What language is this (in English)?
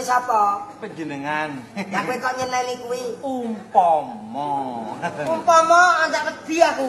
Javanese